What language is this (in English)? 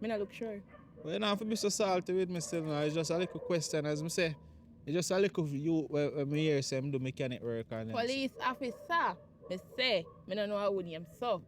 Jamaican Creole English